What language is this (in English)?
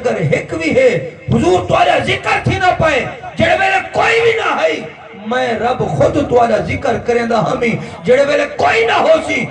Saraiki